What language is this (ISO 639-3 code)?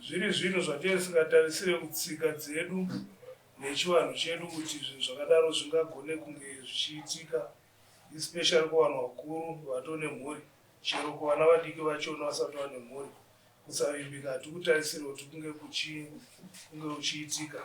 sna